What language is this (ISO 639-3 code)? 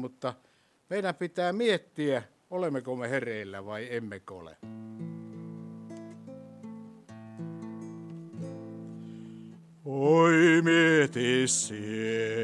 fin